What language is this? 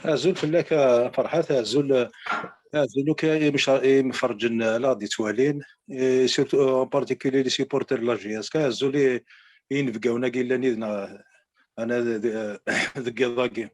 Kabyle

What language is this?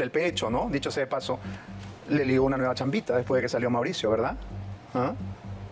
Spanish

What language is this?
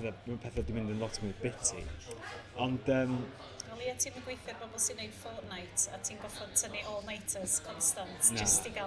Welsh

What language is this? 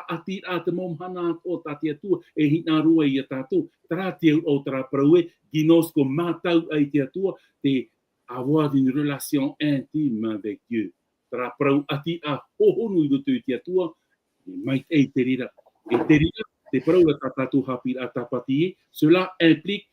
Tahitian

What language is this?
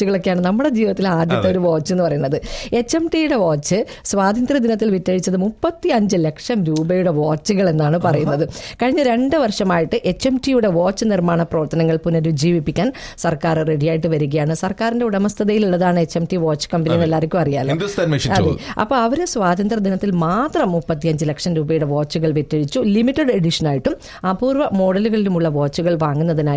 Malayalam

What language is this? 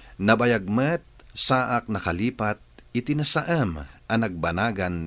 Iloko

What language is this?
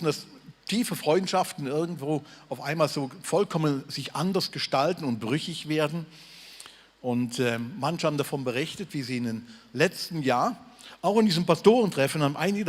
Swiss German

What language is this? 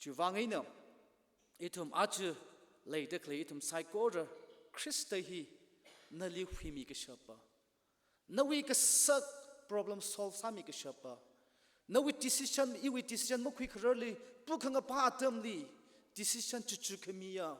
Tangkhul Naga (India)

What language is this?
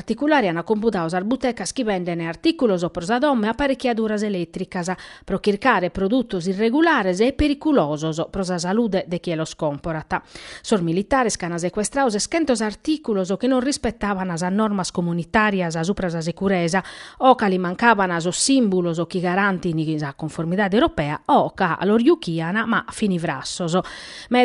Sardinian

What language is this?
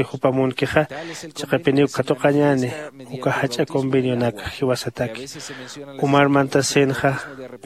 Aymara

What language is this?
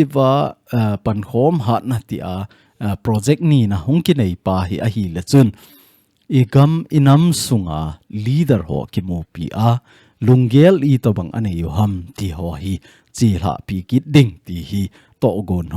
Thado Chin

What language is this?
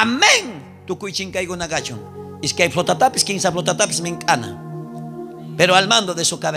South Bolivian Quechua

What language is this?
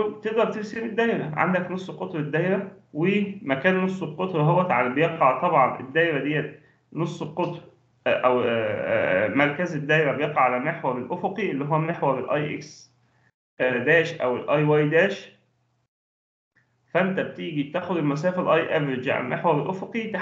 Egyptian Arabic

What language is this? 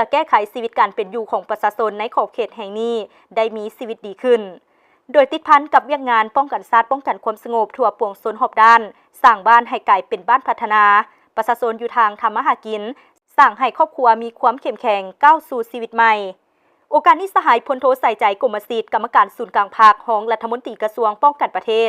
Lao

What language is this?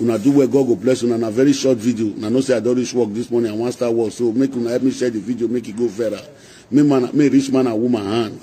Nigerian Pidgin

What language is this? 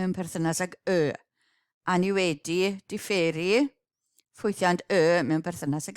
Welsh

